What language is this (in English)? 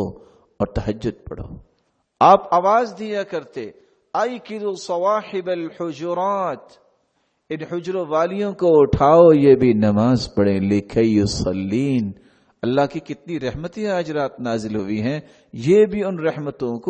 Urdu